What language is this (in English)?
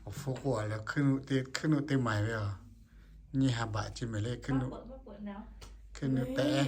Lahu